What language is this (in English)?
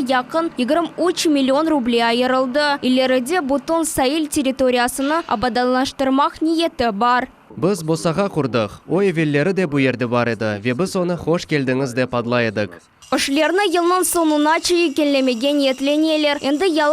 Crimean Tatar